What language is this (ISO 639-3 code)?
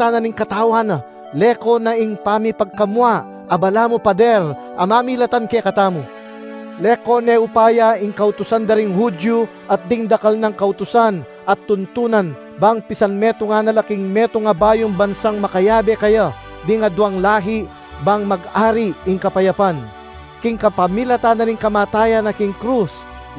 pam